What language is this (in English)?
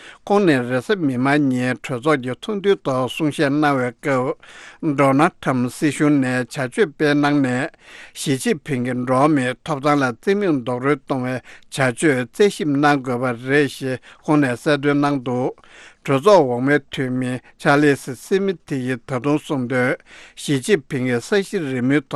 Tibetan